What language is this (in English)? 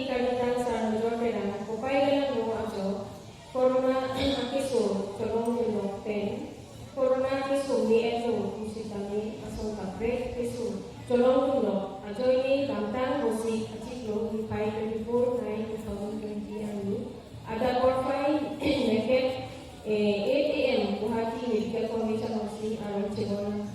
Karbi